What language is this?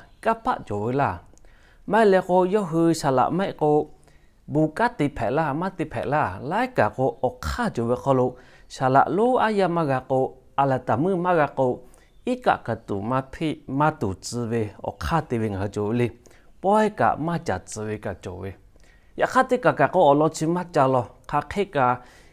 Lahu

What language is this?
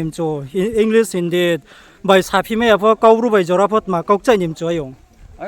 Riang (India)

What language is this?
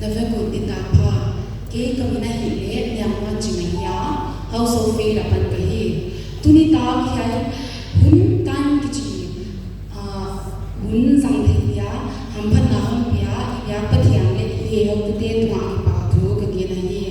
Paite Chin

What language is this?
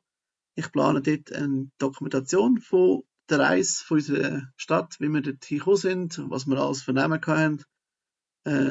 Swiss German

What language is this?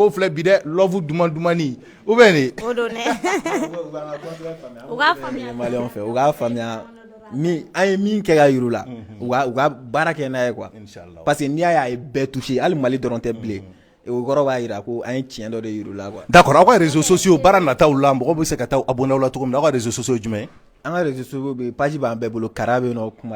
Bambara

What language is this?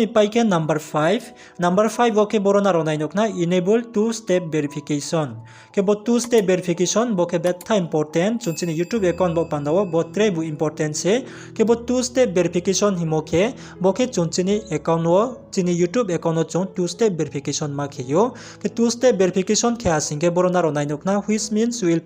Riang (India)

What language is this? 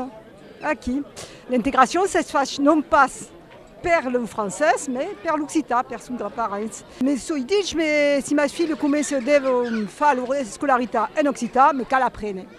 Occitan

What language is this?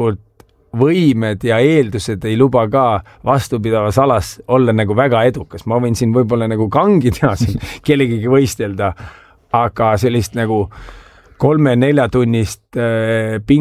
Estonian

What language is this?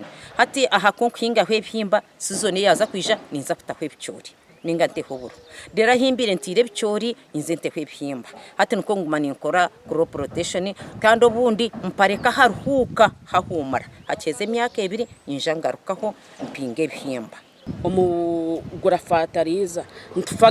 Nyankole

